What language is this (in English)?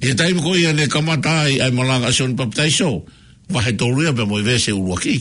Tongan